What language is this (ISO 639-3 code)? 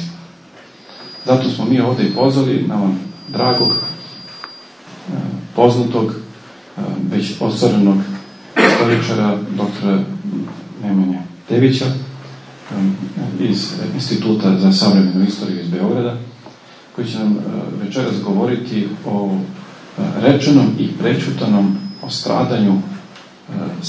srp